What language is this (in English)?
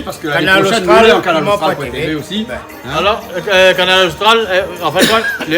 Réunion Creole French